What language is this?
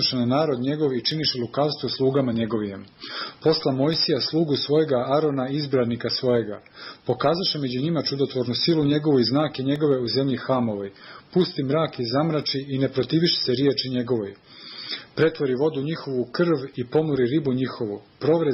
Serbian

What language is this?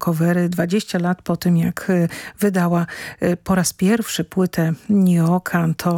Polish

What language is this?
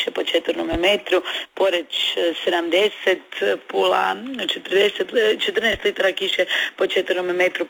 Croatian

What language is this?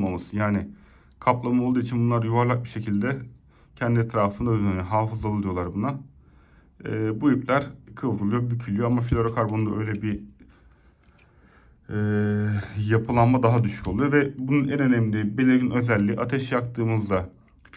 Turkish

